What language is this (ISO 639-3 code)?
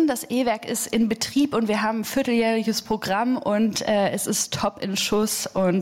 deu